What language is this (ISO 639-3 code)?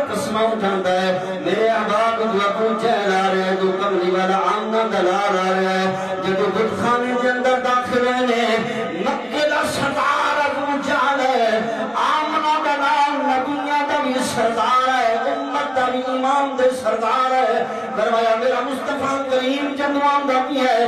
skr